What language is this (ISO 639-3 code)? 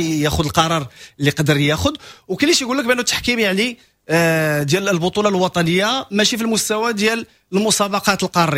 ary